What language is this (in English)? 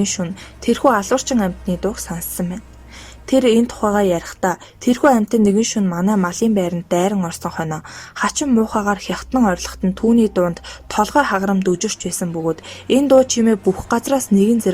Mongolian